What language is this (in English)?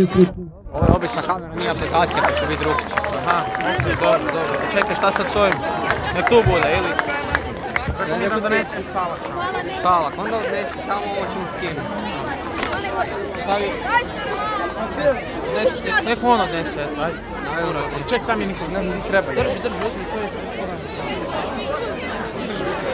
Croatian